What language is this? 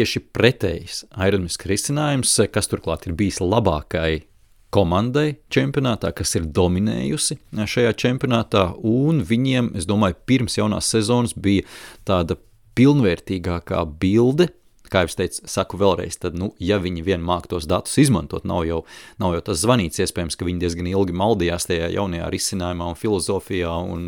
Latvian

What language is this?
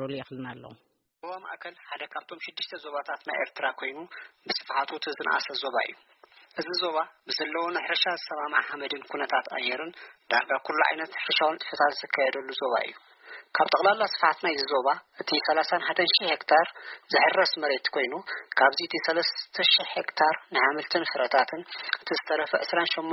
Tigrinya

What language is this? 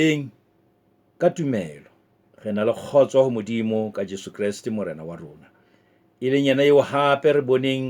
Southern Sotho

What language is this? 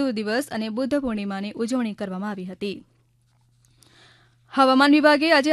Gujarati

